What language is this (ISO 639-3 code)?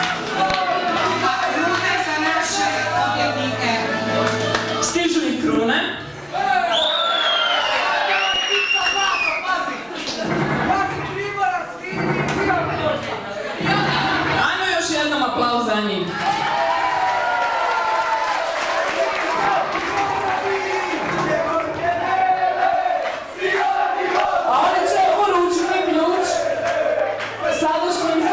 hrv